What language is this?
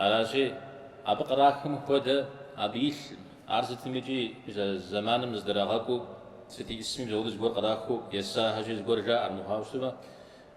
Kabardian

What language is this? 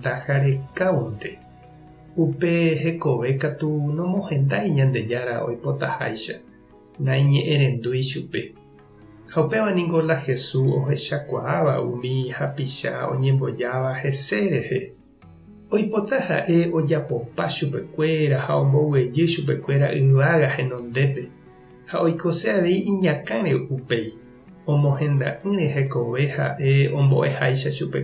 Guarani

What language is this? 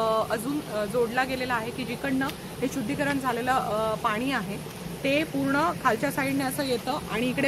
Marathi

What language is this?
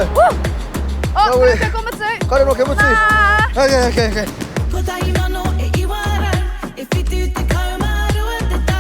Māori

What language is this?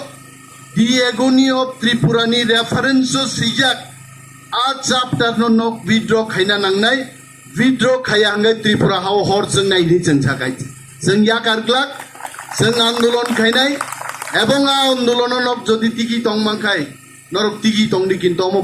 Kok Borok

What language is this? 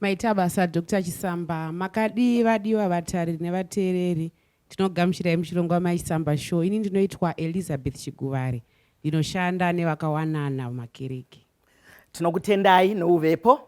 Shona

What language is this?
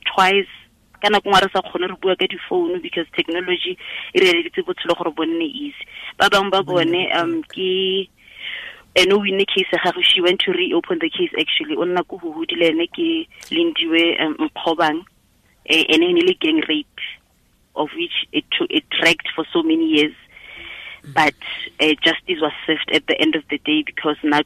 Tswana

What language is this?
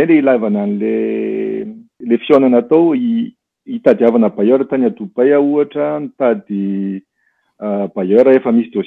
Malagasy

